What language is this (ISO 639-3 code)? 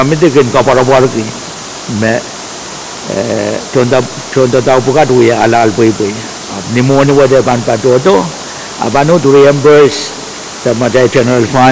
pon